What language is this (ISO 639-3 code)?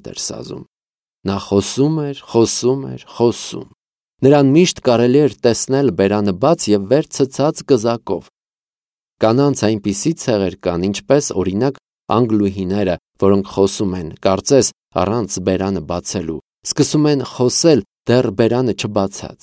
hye